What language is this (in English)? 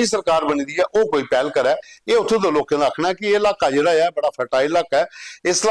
Dogri